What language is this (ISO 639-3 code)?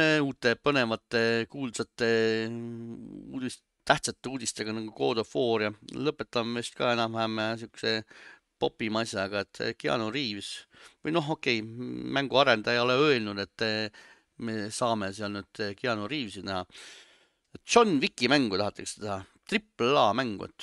est